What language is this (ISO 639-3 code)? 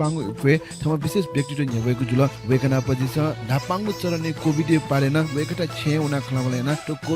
new